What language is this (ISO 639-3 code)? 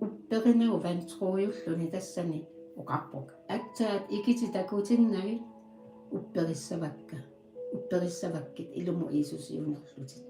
kal